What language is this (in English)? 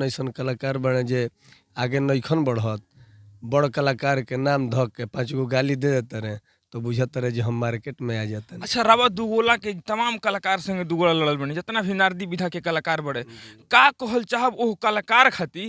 Bhojpuri